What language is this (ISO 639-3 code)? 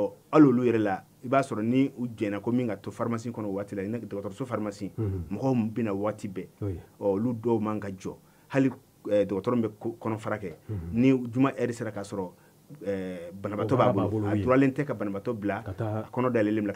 bam